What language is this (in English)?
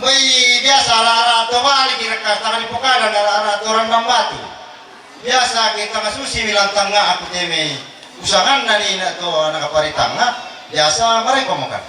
Toraja-Sa'dan